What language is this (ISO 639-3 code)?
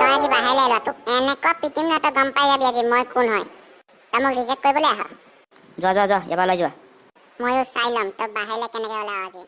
asm